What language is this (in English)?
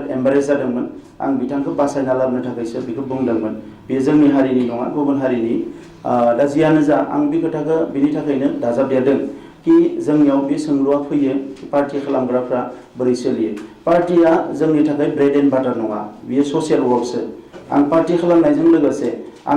Bodo